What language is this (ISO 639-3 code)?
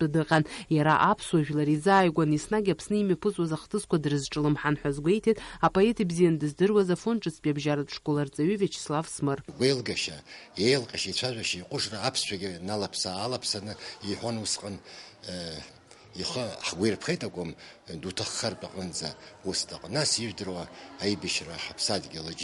abk